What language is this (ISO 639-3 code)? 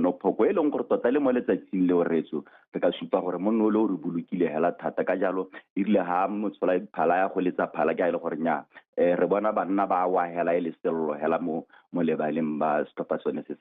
tsn